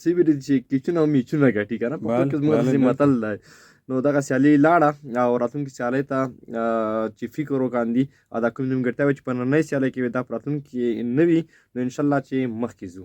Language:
Pashto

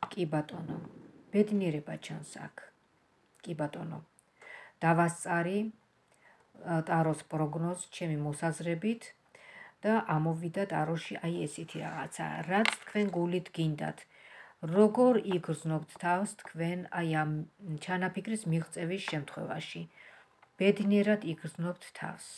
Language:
Georgian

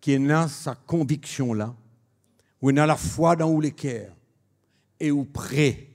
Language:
Morisyen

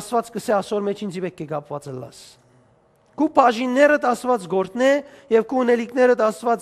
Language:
Western Armenian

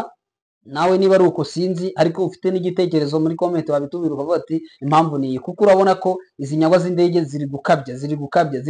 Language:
Kinyarwanda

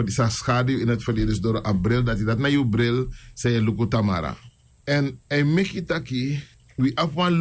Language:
Sranan Tongo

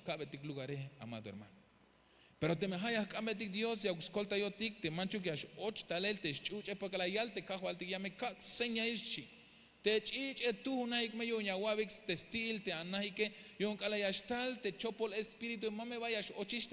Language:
Tzeltal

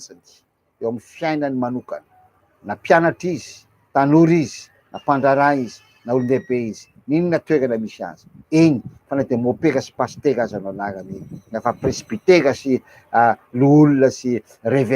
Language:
Malagasy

